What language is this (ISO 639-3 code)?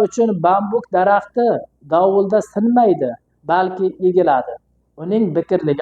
uzb